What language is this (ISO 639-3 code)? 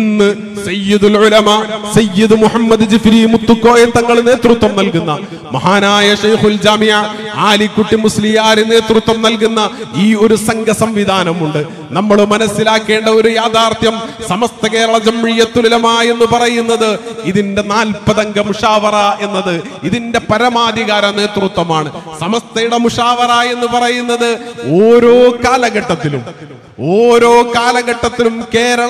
mal